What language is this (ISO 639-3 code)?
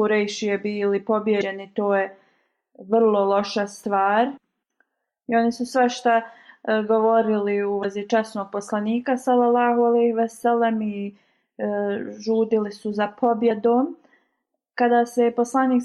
bos